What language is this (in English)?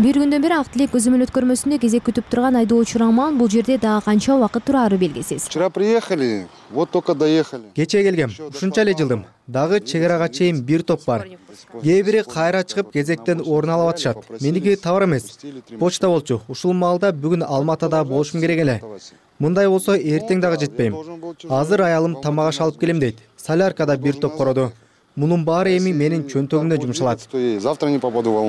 Kyrgyz